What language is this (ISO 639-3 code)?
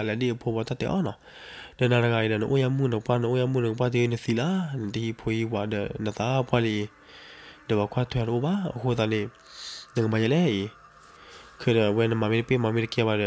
ksw